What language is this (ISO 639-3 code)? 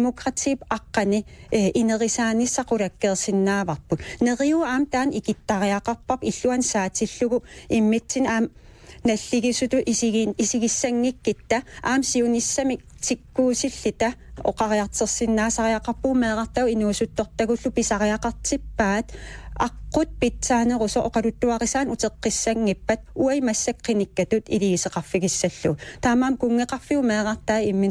kal